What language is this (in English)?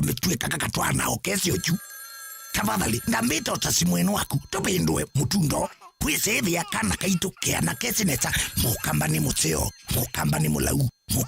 Kamba